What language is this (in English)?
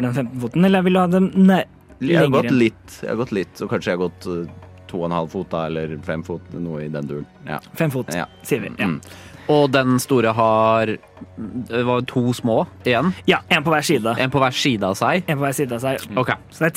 Norwegian